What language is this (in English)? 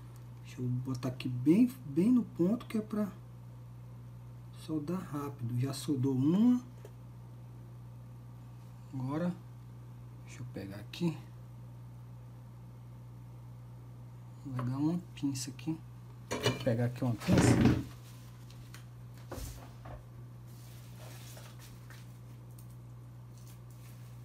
Portuguese